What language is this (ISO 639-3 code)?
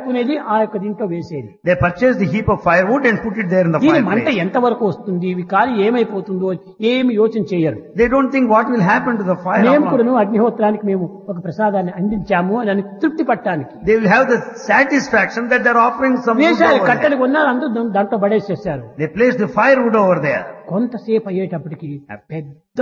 tel